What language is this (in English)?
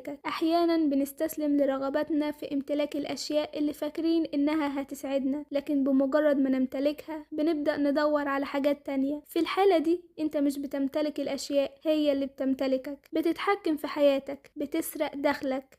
Egyptian Arabic